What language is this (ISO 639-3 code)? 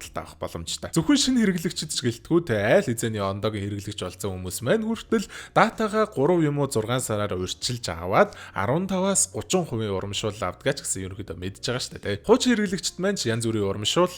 mon